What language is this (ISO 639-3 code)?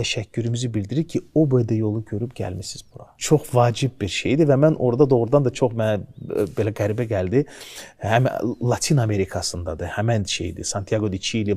aze